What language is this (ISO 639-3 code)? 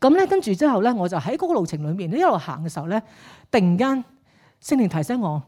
yue